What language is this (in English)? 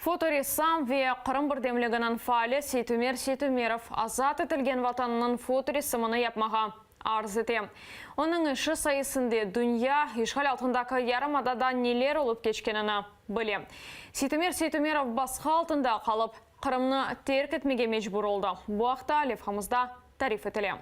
Crimean Tatar